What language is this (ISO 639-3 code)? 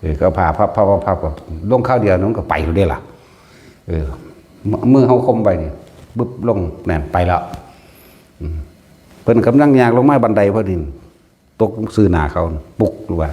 tts